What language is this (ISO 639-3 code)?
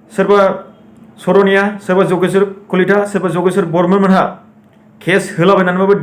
brx